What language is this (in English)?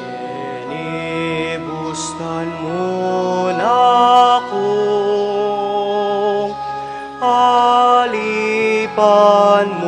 Pampanga